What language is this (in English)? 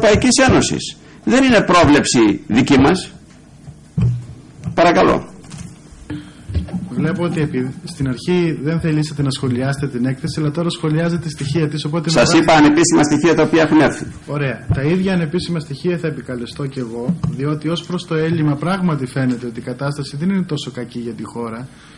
Greek